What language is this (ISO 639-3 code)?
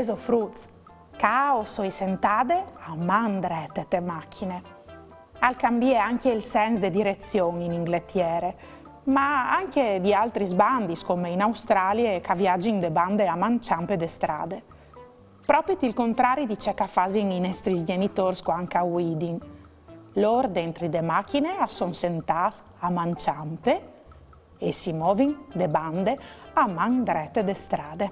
fur